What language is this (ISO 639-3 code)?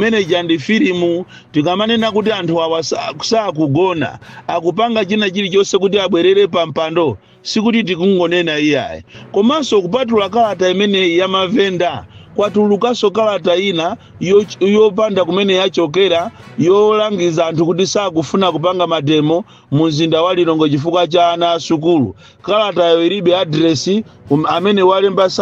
nya